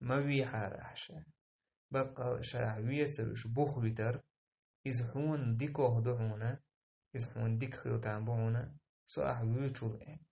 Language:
Chechen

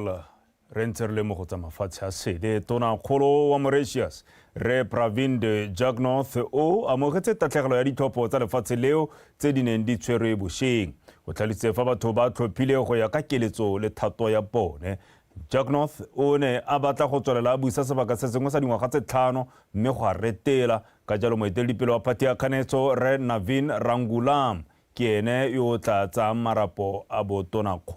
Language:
Tswana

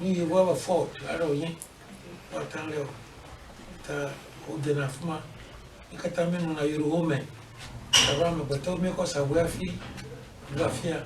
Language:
Ewe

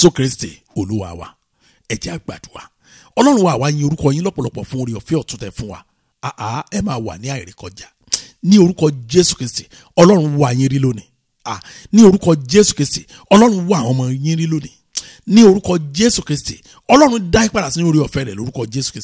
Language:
Yoruba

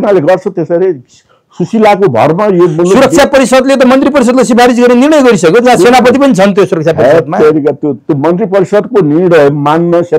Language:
Nepali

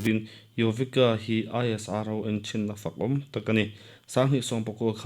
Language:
Mizo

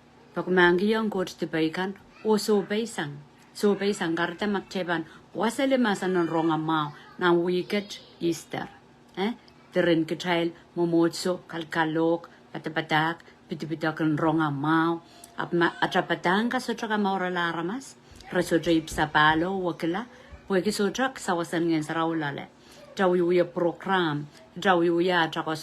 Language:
Pohnpeian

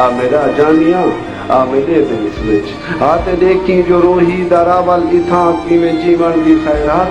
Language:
Saraiki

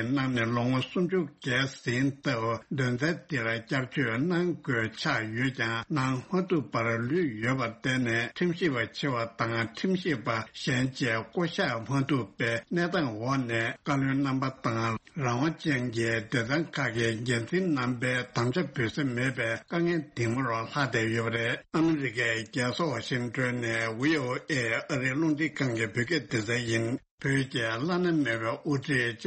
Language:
Tibetan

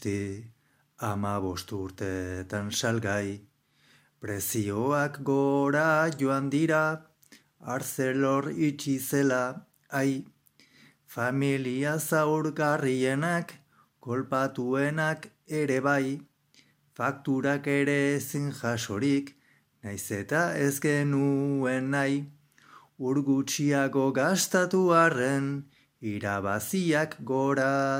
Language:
Basque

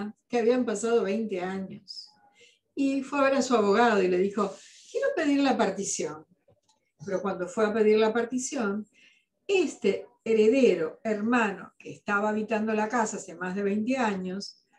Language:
Spanish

